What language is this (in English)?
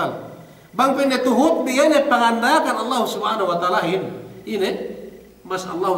Yakan